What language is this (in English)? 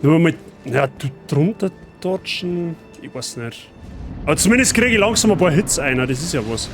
Bavarian